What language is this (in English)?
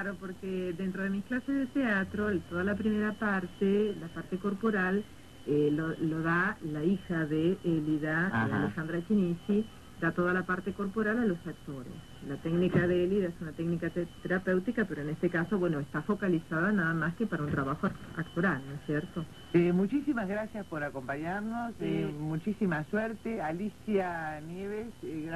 Spanish